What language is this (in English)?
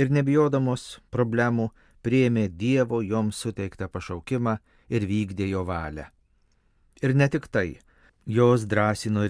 Lithuanian